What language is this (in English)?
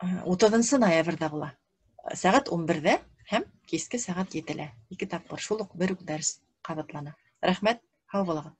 Bashkir